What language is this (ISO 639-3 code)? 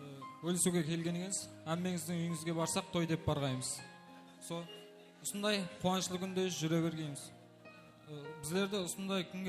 kaa